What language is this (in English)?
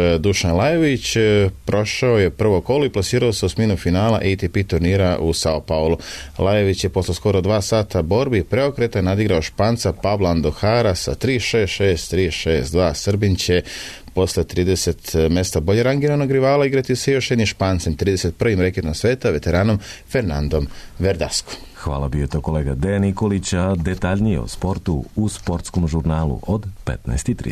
Serbian